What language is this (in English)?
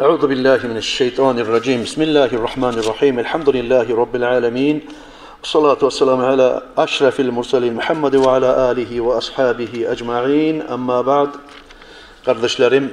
Kumyk